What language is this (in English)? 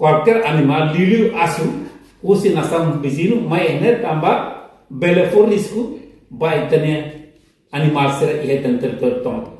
Tetum